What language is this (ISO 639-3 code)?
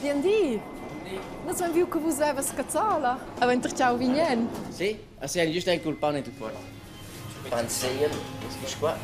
roh